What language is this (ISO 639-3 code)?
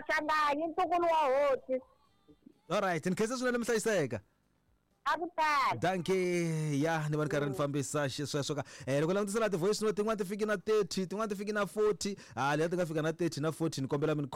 tso